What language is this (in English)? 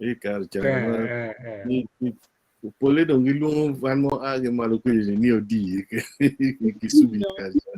Acoli